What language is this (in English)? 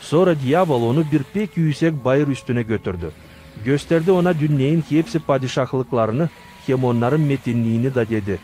Gagauz